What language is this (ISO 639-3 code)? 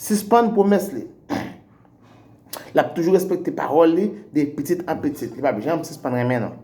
hat